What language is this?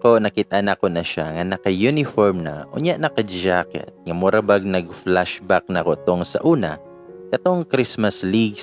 Cebuano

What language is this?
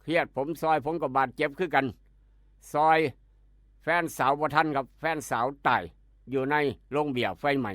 Northeastern Thai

